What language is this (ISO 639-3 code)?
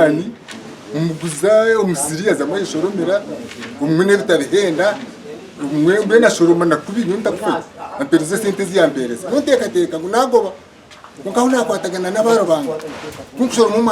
nyn